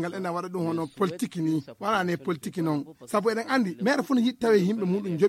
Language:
Fula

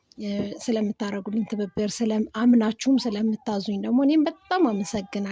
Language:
Amharic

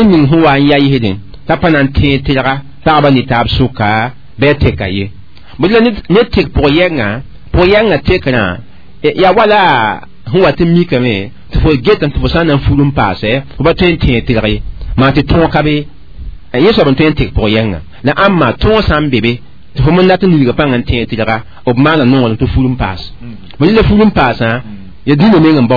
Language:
Mossi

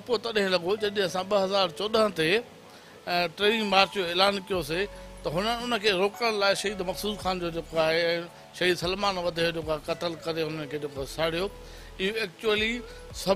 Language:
Sindhi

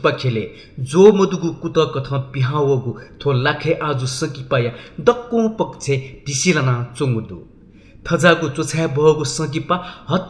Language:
Newari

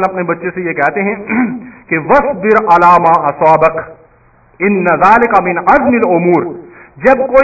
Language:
Urdu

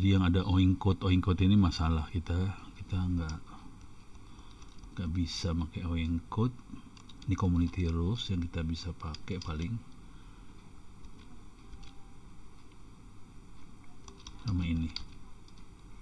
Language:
Indonesian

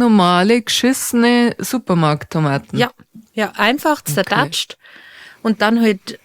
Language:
Bavarian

